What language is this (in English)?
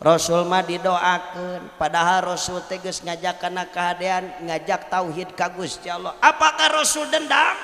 Sundanese